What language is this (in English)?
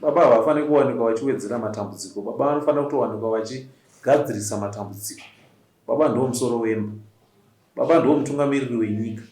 Shona